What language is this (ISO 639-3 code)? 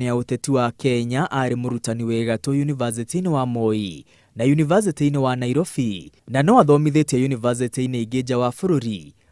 kik